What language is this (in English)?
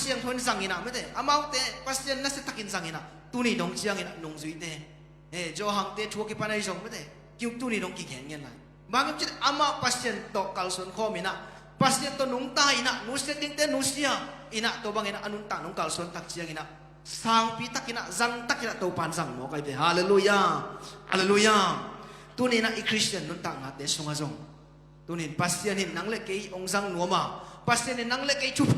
Tedim Chin